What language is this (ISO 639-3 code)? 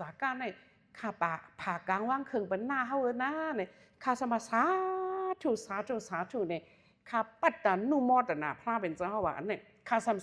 shn